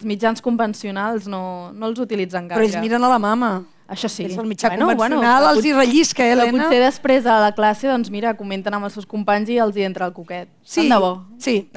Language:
Catalan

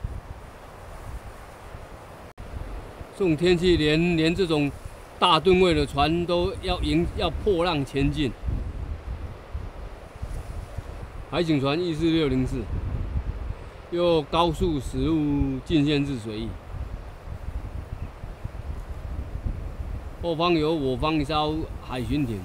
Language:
Chinese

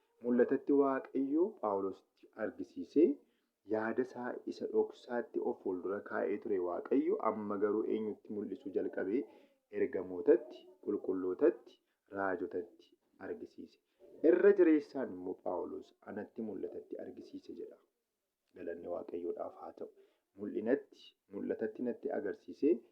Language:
Oromo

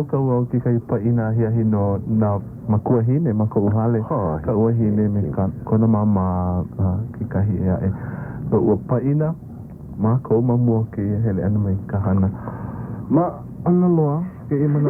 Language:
Hawaiian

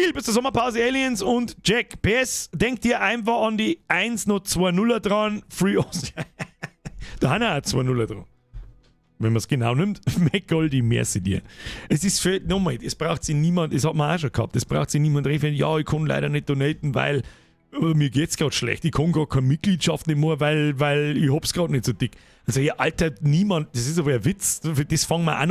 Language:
Bavarian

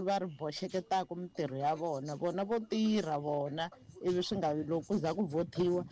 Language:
Tsonga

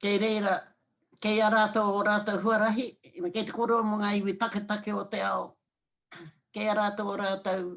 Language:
Māori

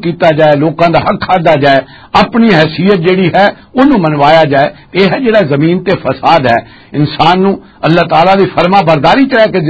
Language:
Western Panjabi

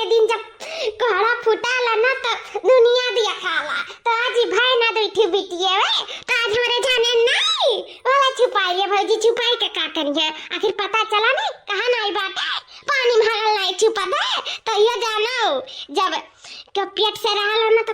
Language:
Awadhi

